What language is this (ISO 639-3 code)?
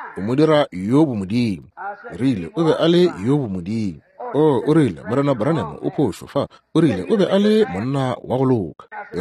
nso